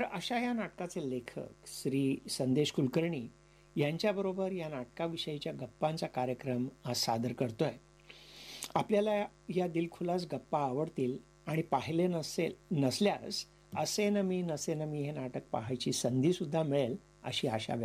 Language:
Marathi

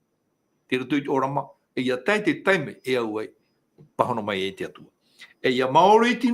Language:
Tahitian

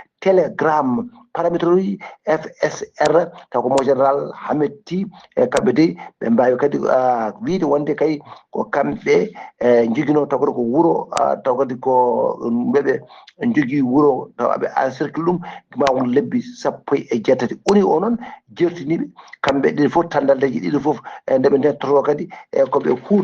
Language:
Fula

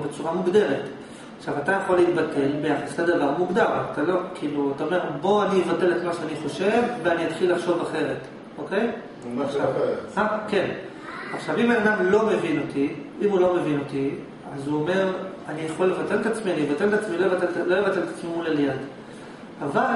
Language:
Hebrew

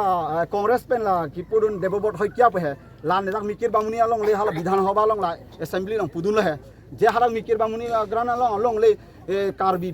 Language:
Karbi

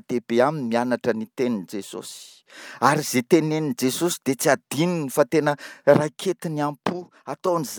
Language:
Malagasy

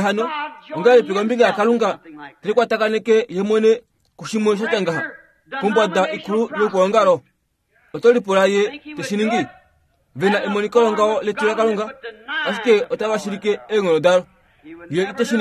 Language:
Kuanyama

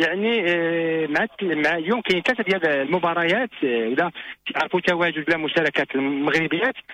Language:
Moroccan Arabic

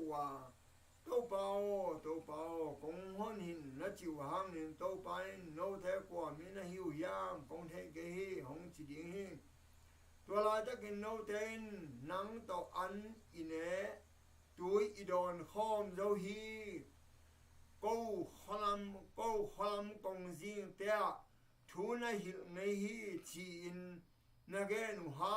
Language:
Tedim Chin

